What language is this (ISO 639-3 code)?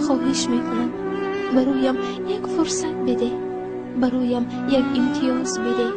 tgk